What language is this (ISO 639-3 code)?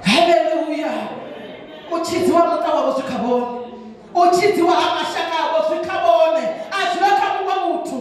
ven